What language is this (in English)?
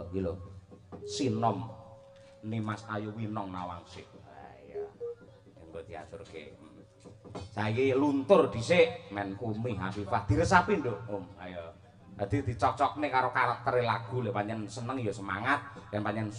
Javanese